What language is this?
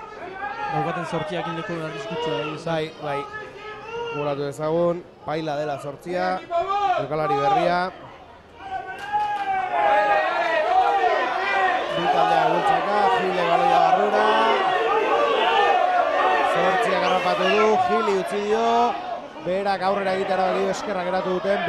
Basque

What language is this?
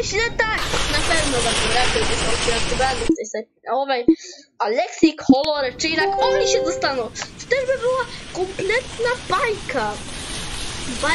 Polish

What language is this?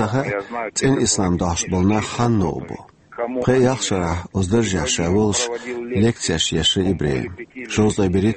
Chechen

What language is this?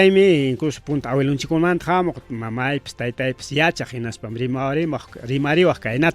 Ayacucho Quechua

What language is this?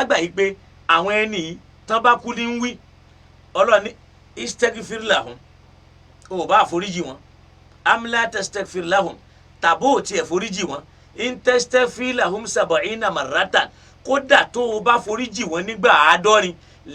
Yoruba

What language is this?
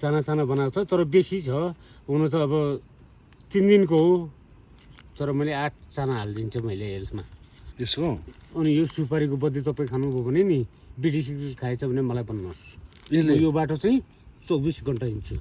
Nepali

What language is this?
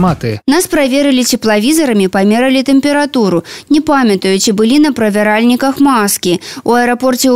Belarusian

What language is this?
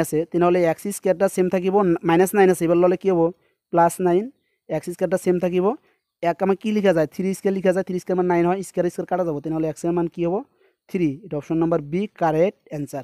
Assamese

